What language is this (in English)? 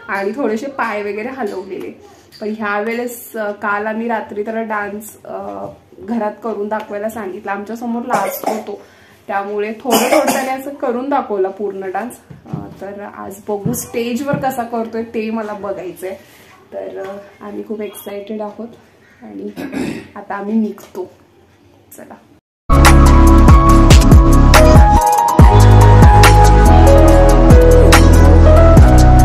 Marathi